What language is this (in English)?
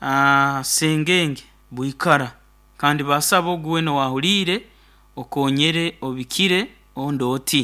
Nyoro